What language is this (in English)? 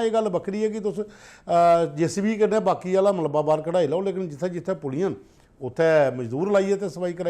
Dogri